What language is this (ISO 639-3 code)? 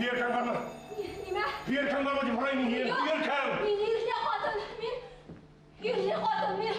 bak